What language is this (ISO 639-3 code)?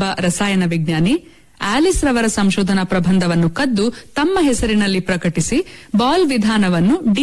kan